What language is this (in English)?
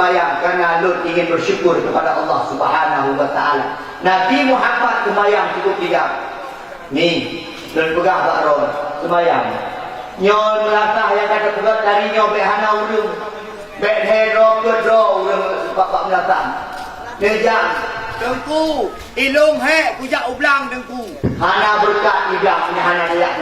Achinese